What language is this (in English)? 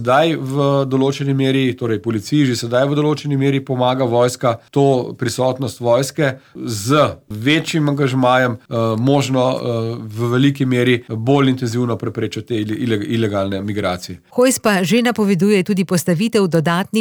Slovenian